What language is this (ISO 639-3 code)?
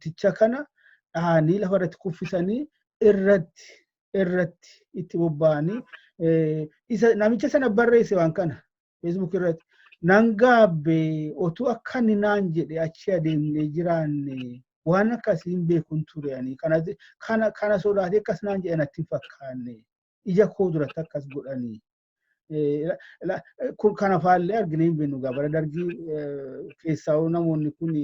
orm